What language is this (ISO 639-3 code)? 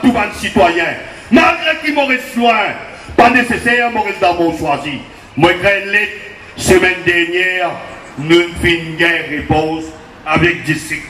mfe